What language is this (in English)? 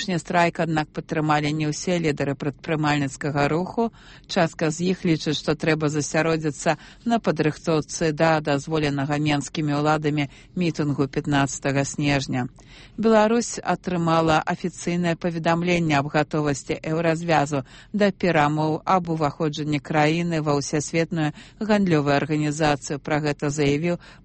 Belarusian